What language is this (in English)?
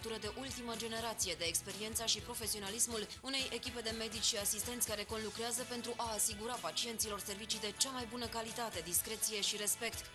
Romanian